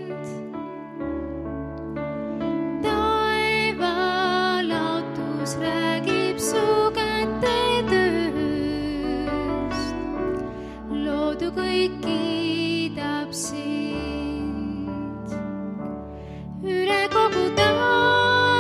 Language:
Estonian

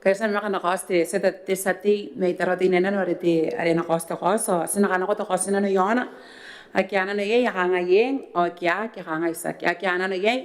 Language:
Gilbertese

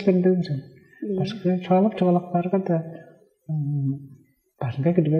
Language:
Tuvinian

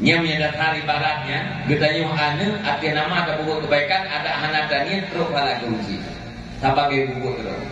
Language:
Achinese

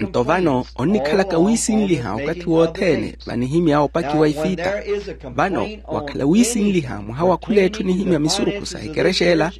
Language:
Makhuwa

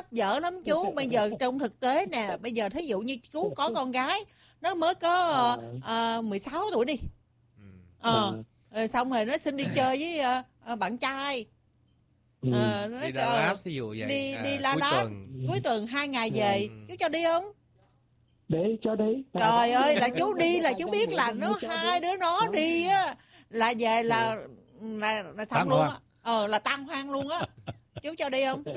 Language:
Vietnamese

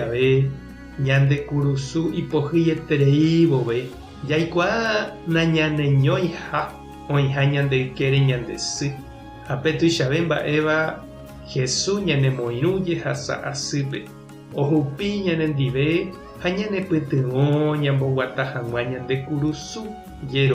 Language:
Guarani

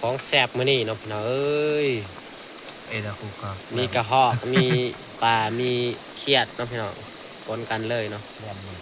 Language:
Northeastern Thai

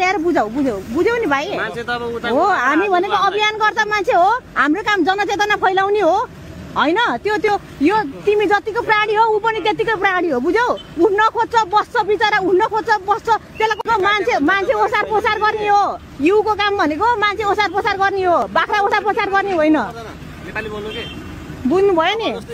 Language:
Nepali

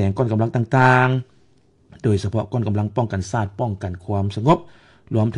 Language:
Lao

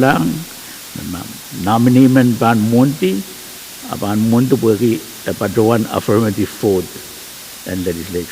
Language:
Pohnpeian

